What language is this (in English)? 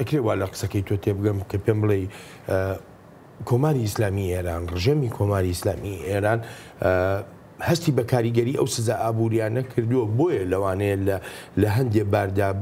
Central Kurdish